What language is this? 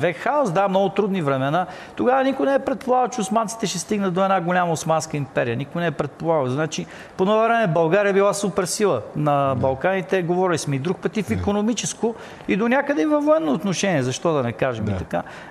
Bulgarian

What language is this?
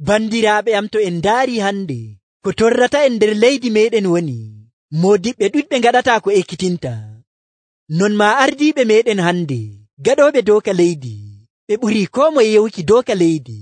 Nigerian Fulfulde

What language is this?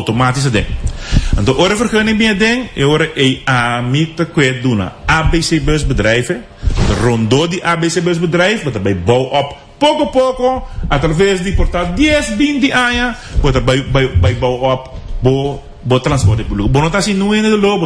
Papiamento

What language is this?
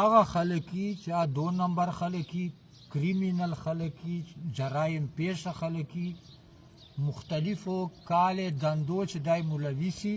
Pashto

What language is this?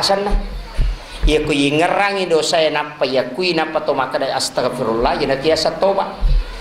Buginese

